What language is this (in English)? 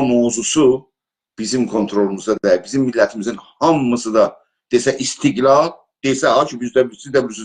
South Azerbaijani